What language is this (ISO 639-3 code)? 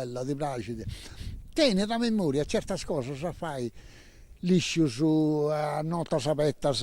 srd